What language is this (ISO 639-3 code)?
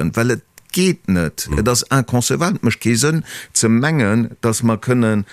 ltz